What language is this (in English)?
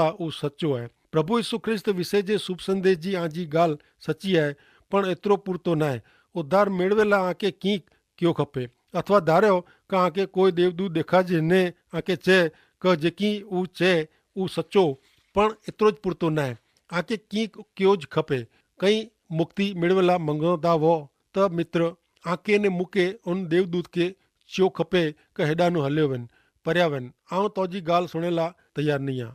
Kachhi